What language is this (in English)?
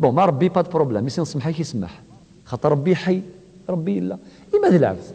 Kabyle